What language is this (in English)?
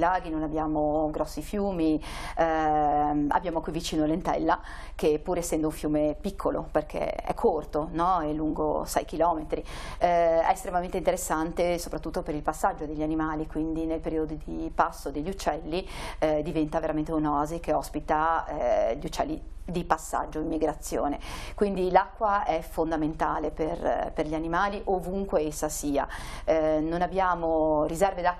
Italian